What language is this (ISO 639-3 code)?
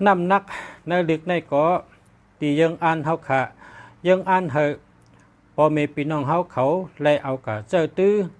shn